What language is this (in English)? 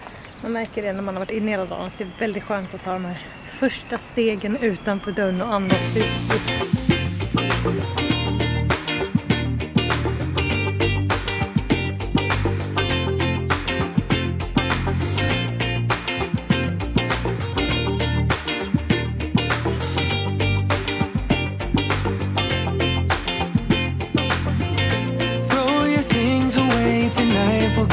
Swedish